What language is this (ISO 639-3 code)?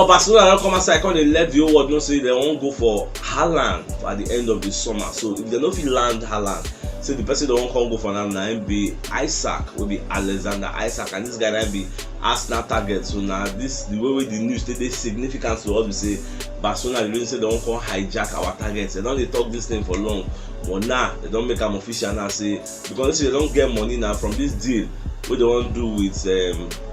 pcm